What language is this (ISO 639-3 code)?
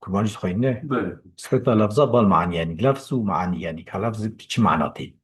kur